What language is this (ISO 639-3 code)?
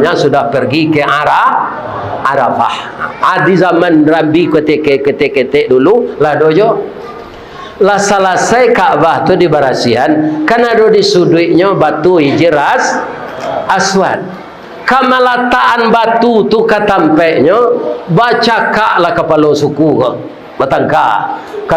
min